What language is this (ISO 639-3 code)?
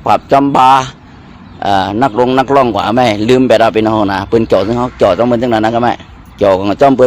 shn